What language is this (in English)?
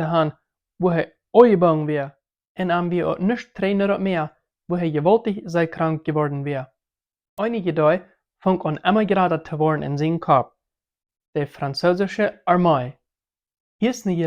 Plautdietsch